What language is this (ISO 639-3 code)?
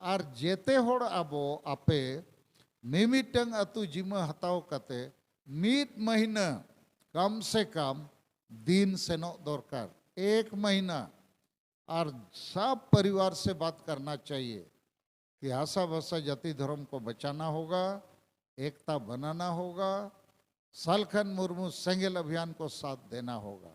sat